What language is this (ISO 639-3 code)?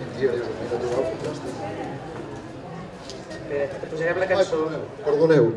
cat